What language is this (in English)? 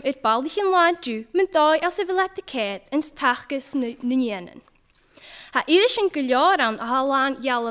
Scottish Gaelic